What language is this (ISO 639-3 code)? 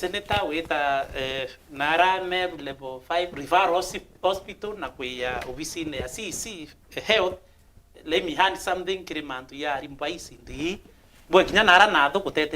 mer